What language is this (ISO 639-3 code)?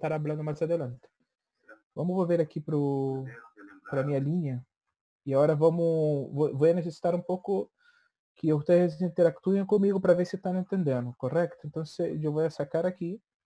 por